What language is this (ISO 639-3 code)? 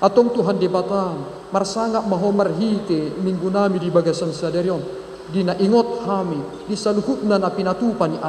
bbc